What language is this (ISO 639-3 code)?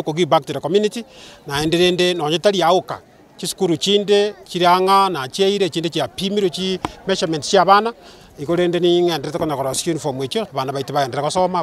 guz